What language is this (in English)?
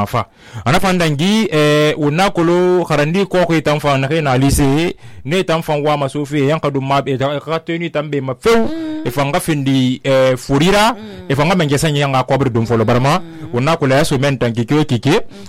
Susu